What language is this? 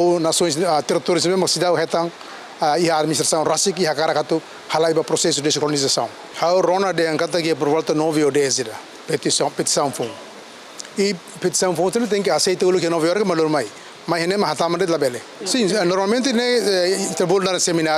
Tetum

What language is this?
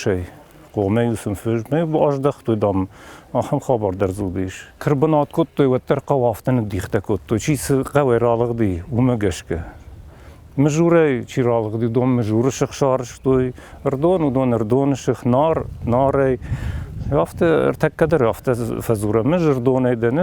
Ossetic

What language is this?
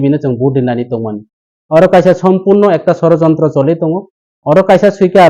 Kok Borok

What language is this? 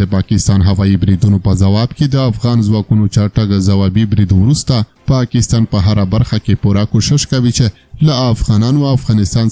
Pashto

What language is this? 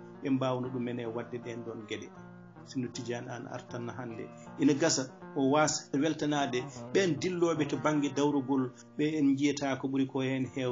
Fula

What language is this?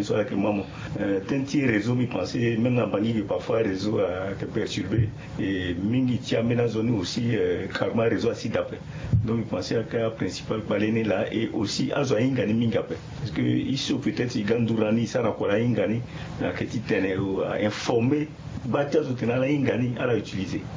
Sango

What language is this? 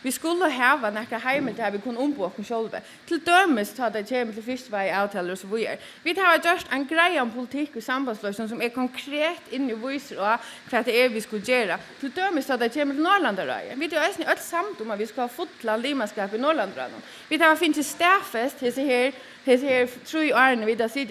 Faroese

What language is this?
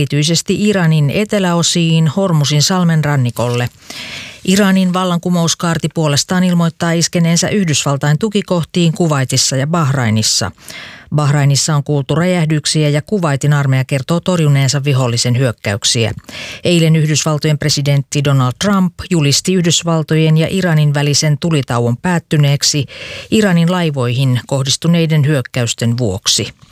Finnish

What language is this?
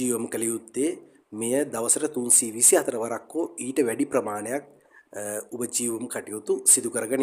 Sinhala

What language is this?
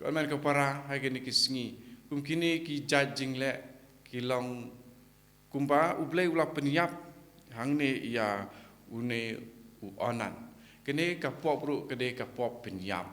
Khasi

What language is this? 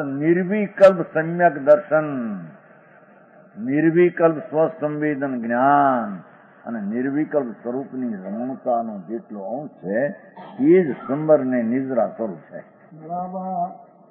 Gujarati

